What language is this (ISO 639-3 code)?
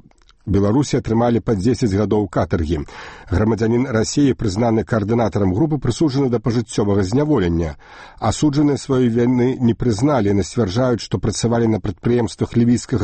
bel